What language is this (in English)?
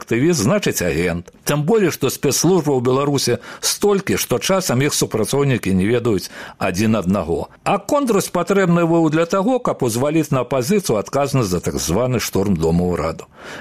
Belarusian